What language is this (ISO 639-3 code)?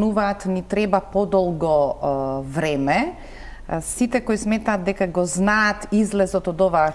mkd